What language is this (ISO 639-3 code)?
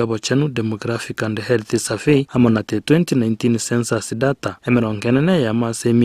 guz